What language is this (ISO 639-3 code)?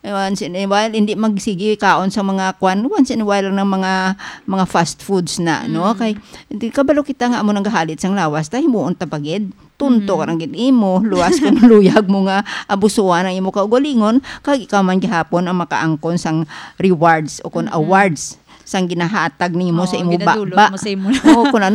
hil